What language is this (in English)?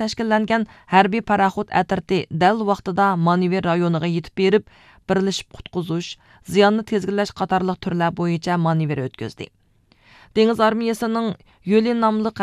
Uyghur